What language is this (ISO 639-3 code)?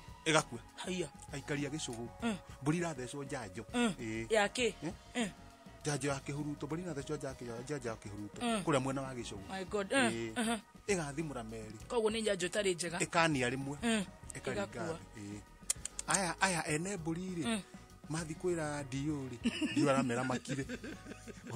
kik